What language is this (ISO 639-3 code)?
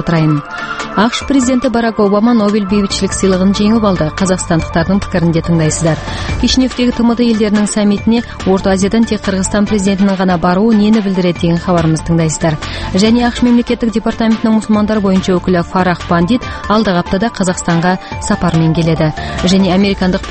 kaz